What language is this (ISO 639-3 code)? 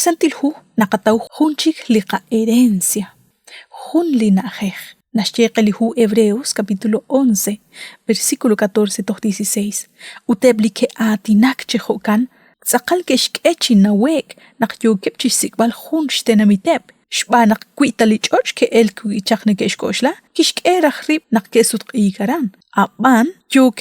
kek